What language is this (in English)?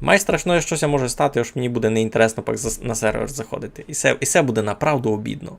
Rusyn